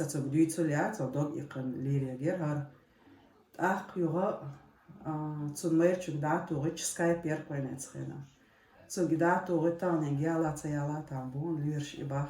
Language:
Chechen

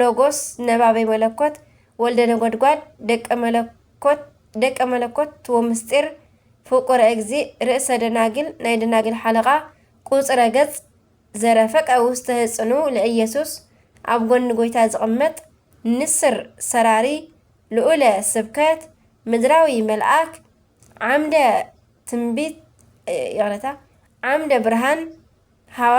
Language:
Tigrinya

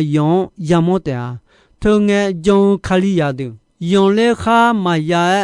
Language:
Akha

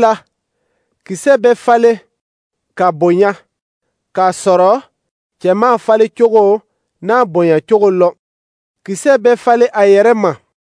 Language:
Dyula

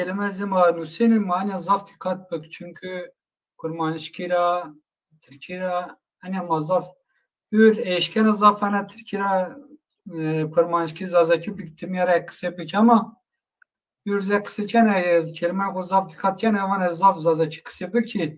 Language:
Zaza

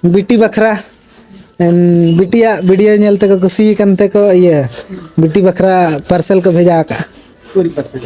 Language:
Santali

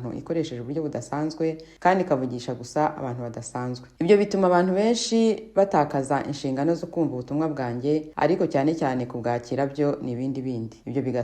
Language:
Kinyarwanda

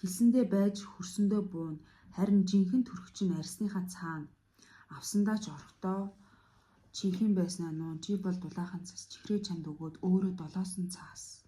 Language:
Mongolian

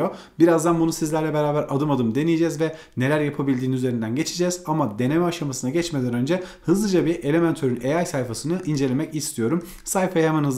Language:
Turkish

